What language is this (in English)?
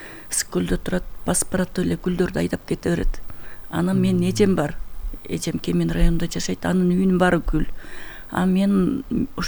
Kyrgyz